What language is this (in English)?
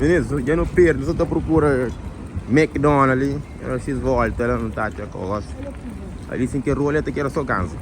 Kabuverdianu